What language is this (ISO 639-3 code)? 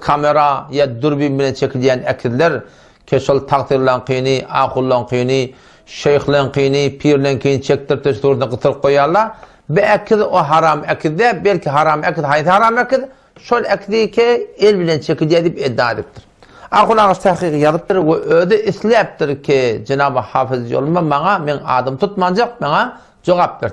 tuk